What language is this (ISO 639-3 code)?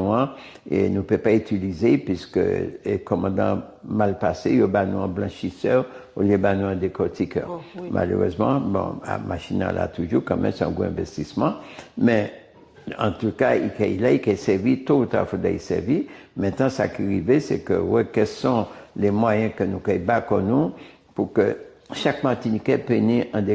gcf